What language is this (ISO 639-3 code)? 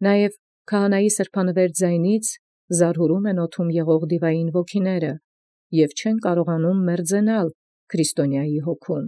hye